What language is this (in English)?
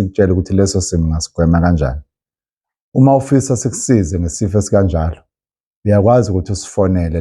Zulu